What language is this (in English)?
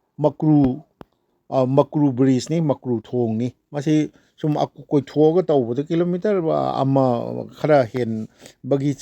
Manipuri